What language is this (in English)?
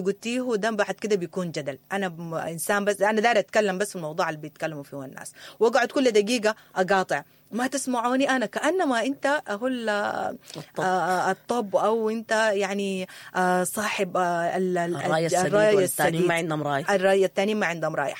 Sudanese Arabic